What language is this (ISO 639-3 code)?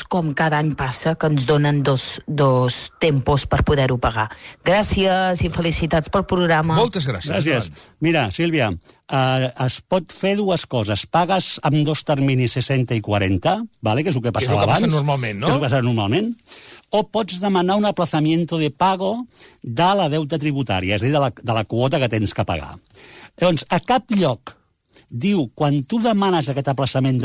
cat